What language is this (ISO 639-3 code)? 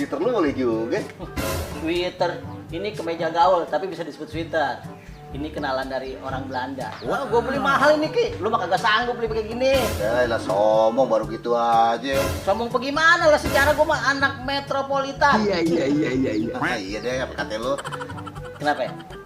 bew